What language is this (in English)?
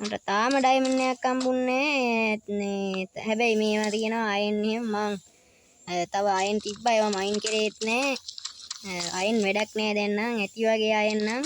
Sinhala